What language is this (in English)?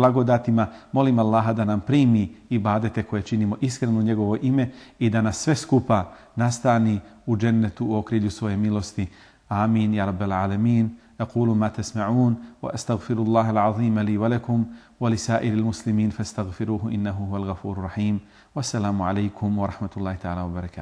Bosnian